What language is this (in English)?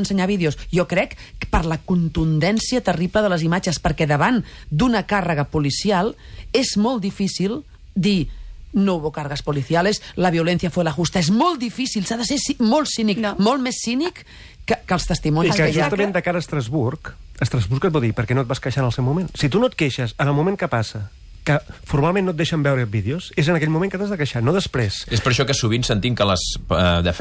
Catalan